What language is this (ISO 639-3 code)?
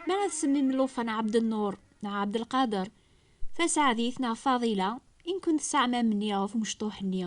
kab